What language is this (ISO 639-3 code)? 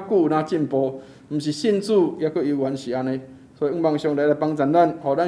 nan